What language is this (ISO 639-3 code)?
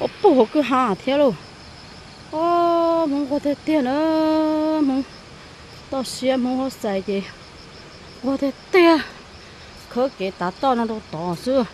hmn